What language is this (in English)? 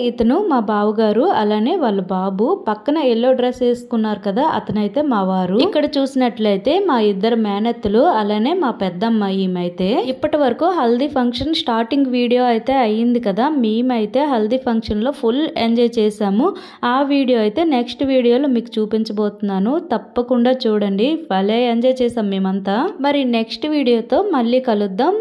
Telugu